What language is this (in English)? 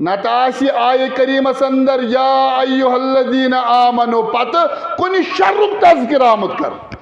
Kashmiri